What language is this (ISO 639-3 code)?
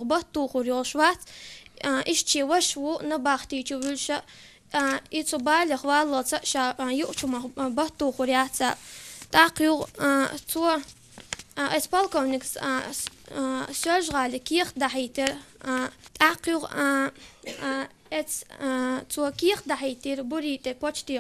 che